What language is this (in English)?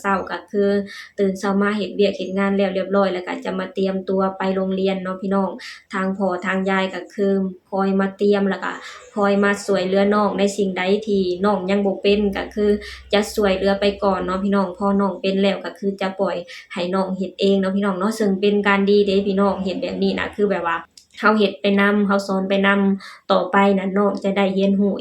Lao